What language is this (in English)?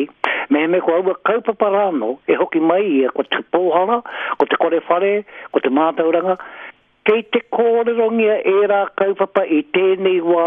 Māori